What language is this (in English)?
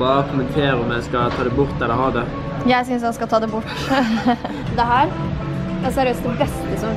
Norwegian